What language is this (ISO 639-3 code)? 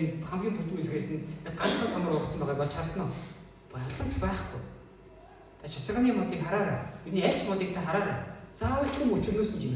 mon